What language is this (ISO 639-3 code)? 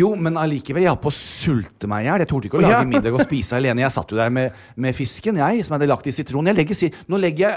nor